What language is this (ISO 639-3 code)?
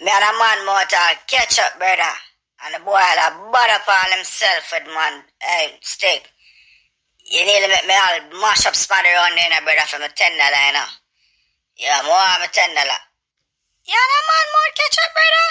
jam